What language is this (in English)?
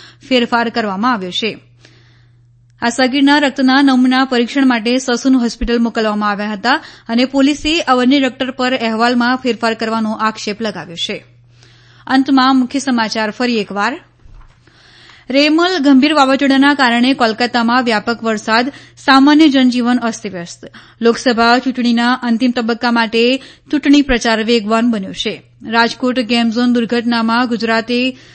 Gujarati